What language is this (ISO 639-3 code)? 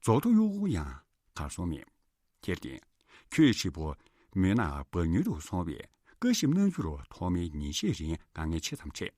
bod